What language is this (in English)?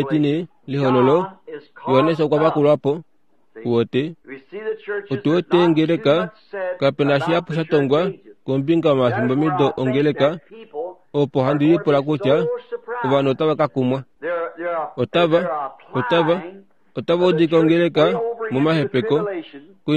Kuanyama